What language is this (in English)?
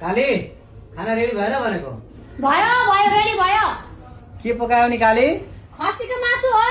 Nepali